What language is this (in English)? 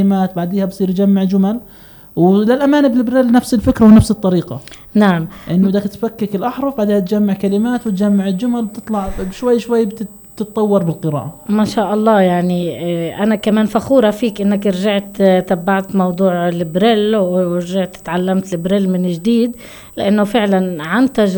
North Levantine Arabic